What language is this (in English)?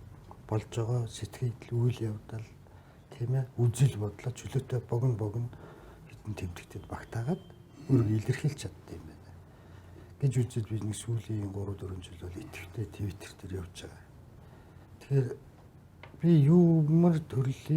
Mongolian